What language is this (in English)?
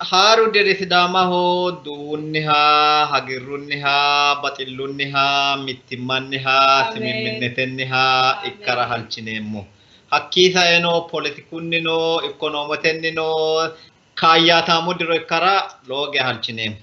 Sidamo